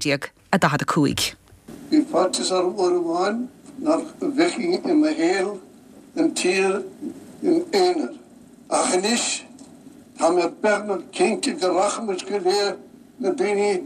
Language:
Irish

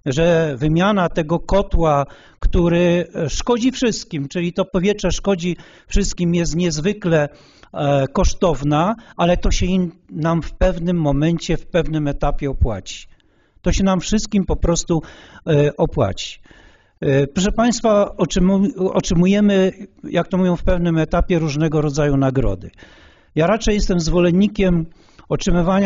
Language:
Polish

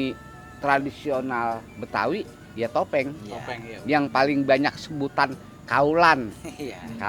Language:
Betawi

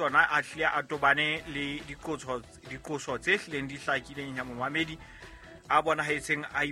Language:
Southern Sotho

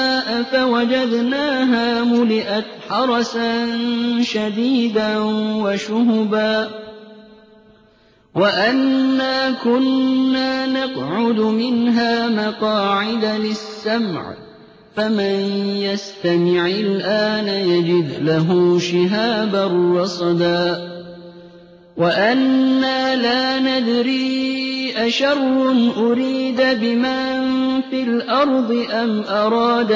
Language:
Arabic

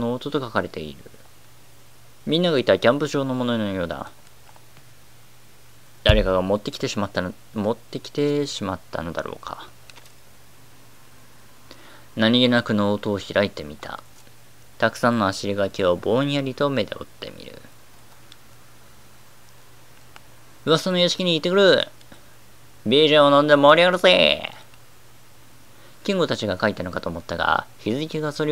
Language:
Japanese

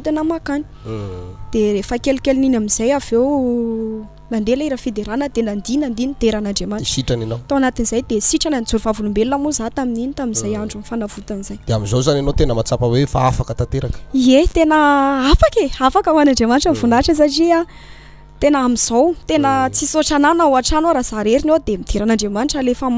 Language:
Malagasy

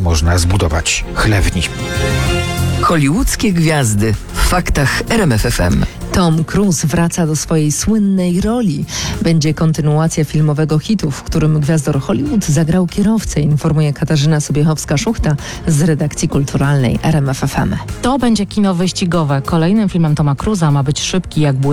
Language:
Polish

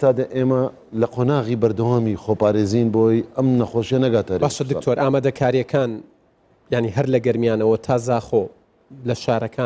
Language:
Central Kurdish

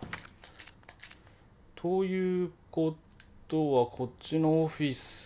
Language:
Japanese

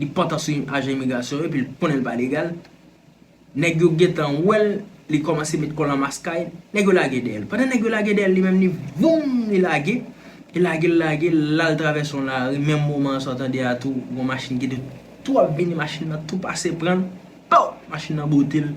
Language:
Haitian Creole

